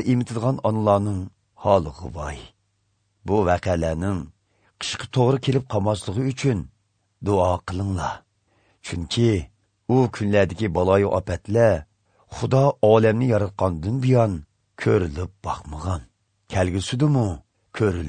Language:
Uyghur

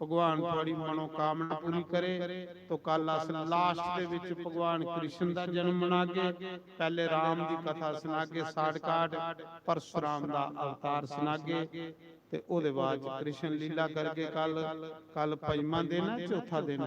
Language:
Dogri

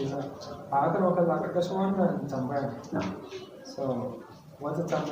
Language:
Hausa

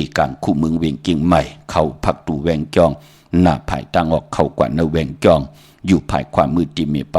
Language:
Shan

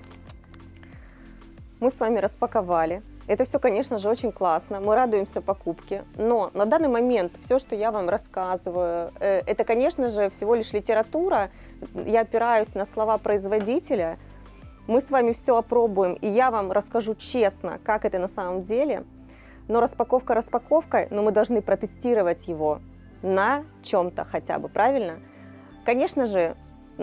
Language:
Russian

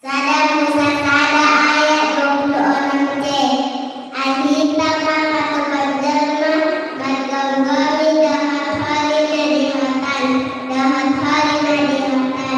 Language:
Batak Toba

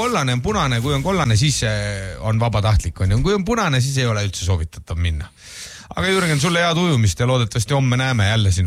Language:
Estonian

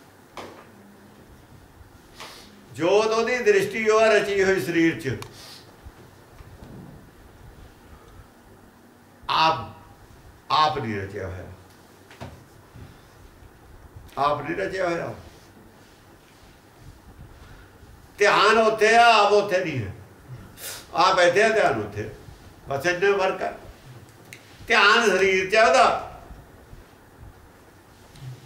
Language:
Punjabi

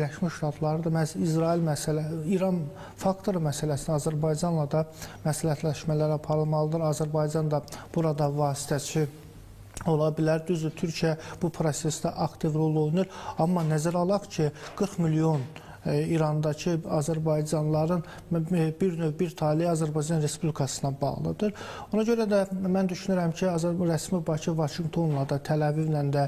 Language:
Azerbaijani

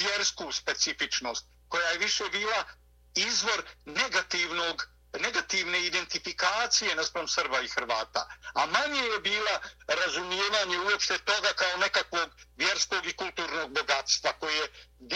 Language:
Bosnian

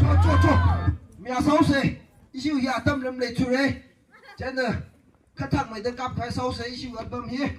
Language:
Tangkhul Naga (India)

